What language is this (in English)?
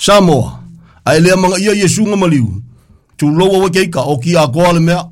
Samoan